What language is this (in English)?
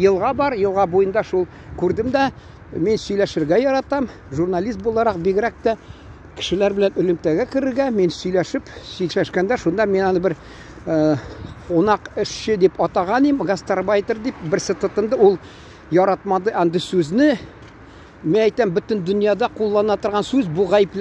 Tatar